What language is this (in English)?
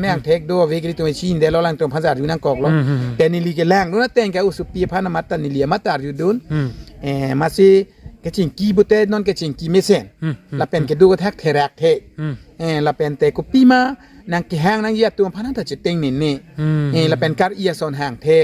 Karbi